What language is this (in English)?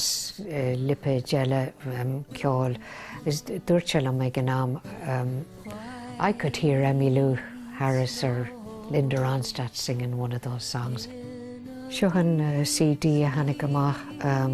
Irish